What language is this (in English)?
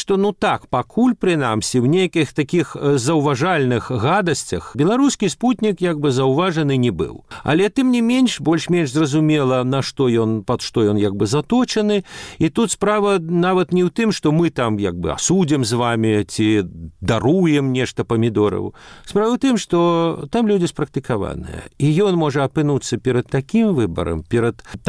Belarusian